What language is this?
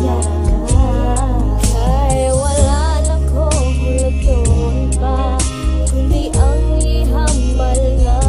Hiligaynon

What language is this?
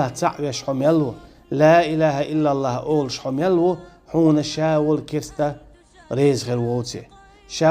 Chechen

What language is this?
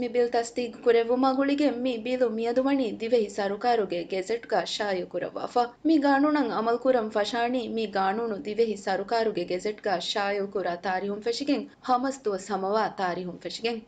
Divehi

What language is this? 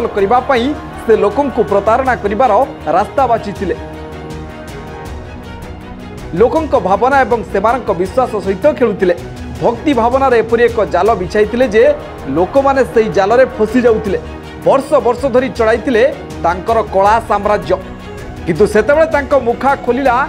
Odia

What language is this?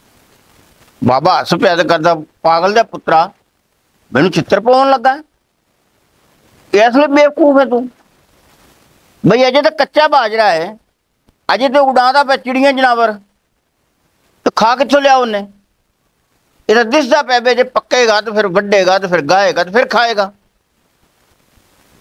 Punjabi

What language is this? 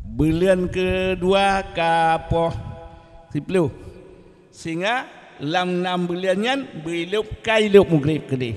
Achinese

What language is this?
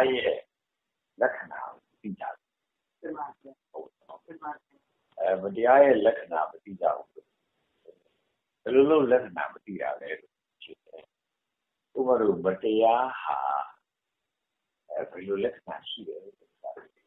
Burmese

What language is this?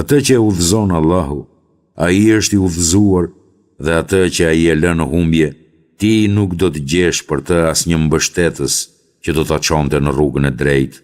Albanian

